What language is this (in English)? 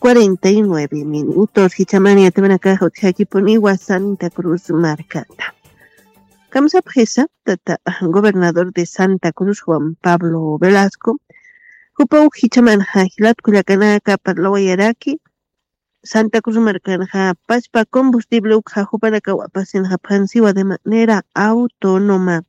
Aymara